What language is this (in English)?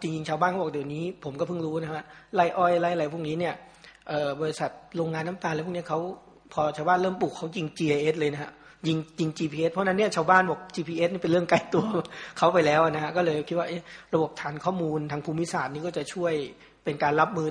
Thai